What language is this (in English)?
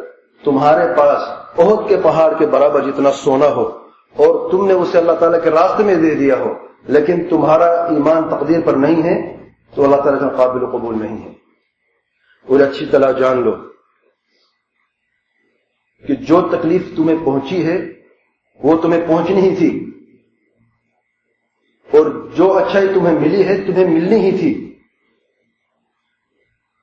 Urdu